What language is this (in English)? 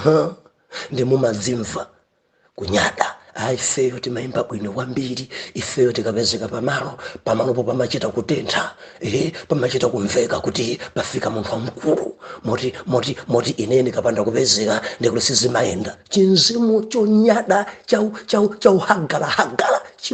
Nyanja